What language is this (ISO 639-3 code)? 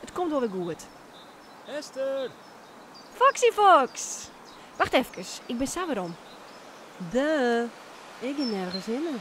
fry